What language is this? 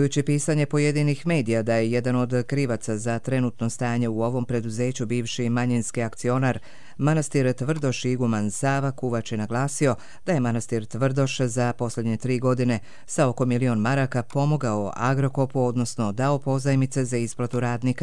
Croatian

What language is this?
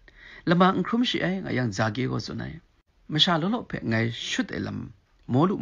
Kachin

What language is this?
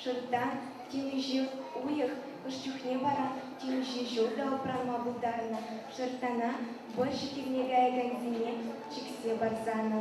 Chuvash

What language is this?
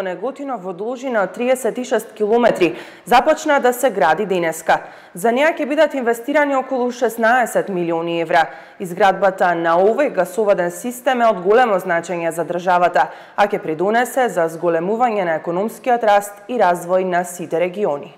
Macedonian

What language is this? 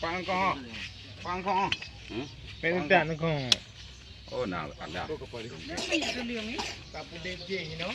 Achinese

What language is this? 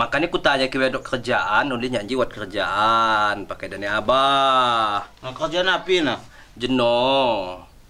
Lampung Api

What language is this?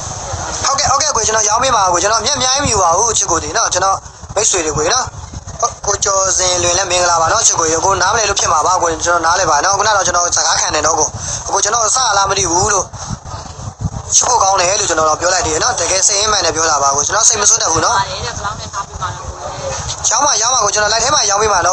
Burmese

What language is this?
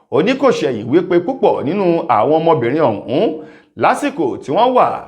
Yoruba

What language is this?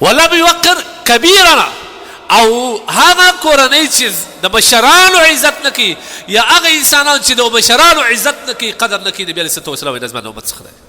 Pashto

